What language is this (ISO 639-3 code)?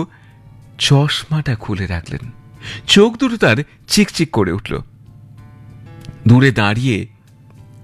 ben